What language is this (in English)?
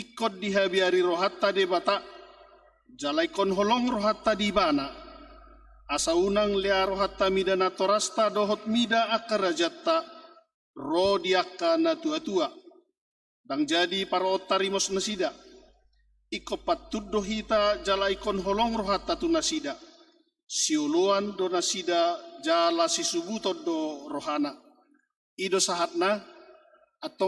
Batak Toba